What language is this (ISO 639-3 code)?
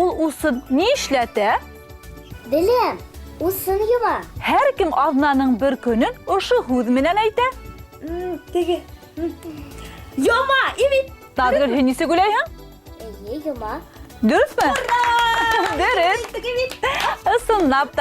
bak